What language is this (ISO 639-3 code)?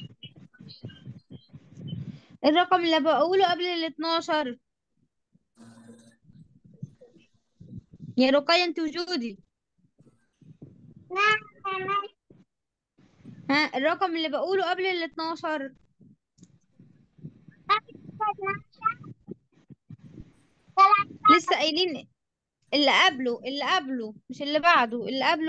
arz